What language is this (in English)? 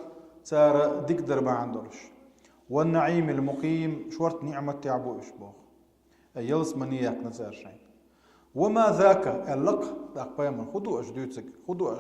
Chechen